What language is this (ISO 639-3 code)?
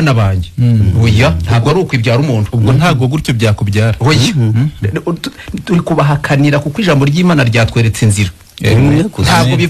kin